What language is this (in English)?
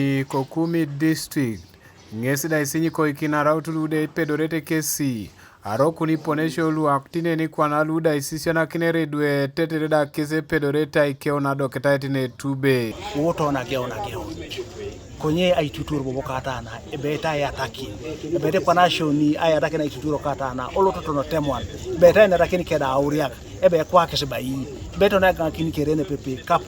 Teso